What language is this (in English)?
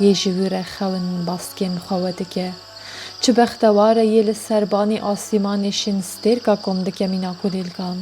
Kurdish